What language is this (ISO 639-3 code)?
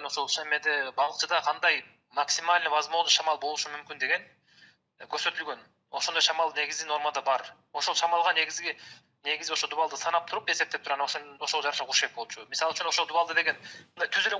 kir